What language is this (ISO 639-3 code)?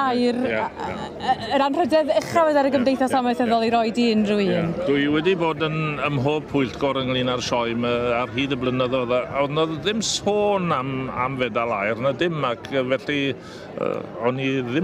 cym